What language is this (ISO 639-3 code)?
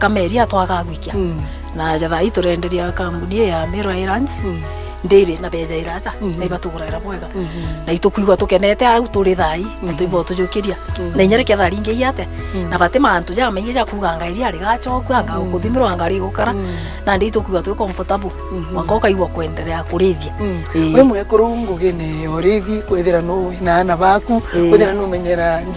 mer